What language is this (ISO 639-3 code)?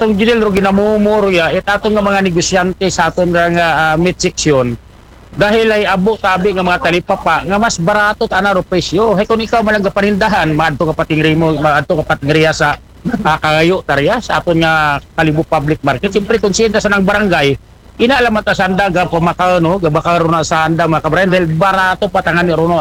akl